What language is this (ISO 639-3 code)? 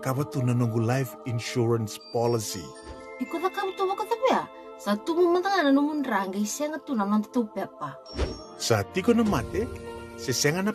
fij